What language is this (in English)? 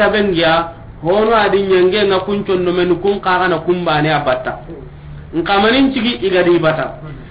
Soninke